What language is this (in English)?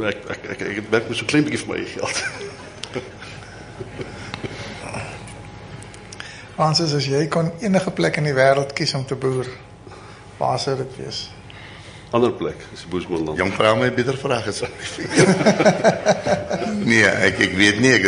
Afrikaans